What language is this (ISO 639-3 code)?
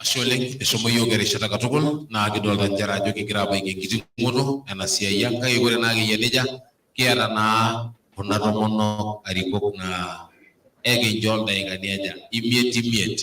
mas